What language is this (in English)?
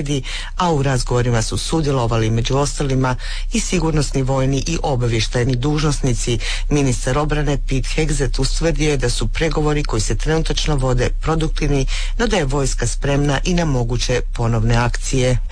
Croatian